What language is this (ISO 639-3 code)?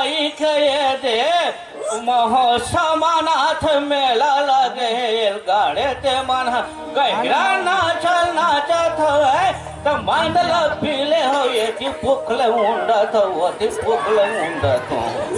hne